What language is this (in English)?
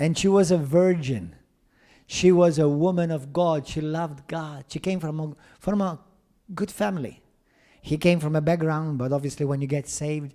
English